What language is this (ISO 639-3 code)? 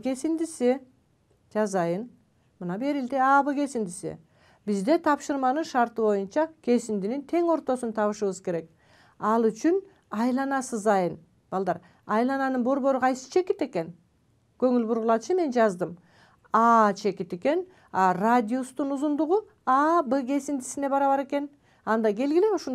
kir